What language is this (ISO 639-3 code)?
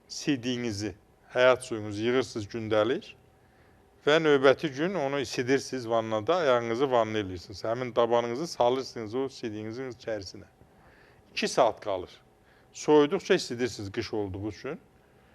aze